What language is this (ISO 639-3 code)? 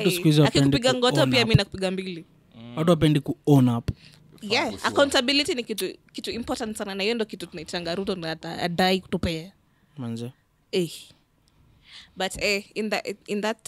swa